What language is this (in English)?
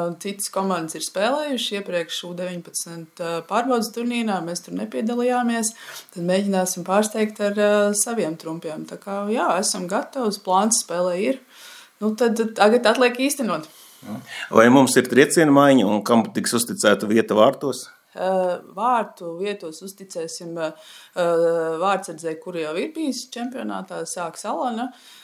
Latvian